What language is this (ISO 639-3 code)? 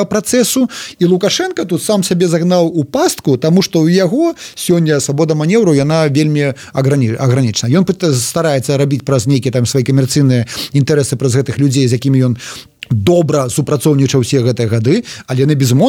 bel